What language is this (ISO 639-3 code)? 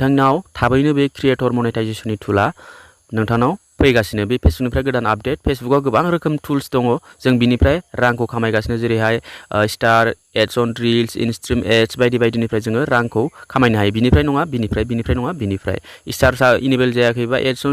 brx